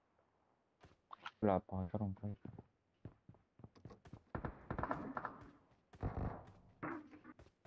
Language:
Vietnamese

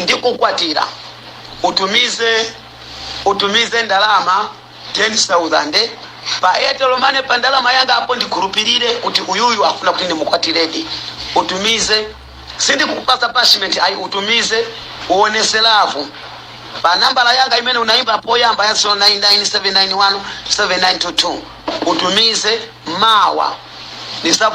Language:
Nyanja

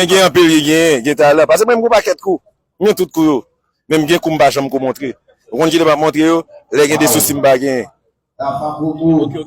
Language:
Haitian Creole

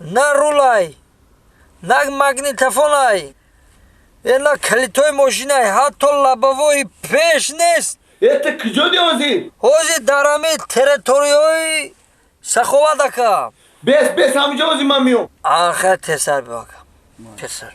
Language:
Tajik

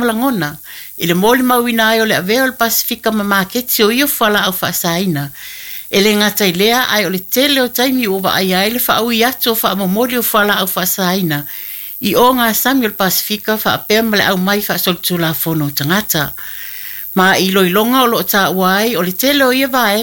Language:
Samoan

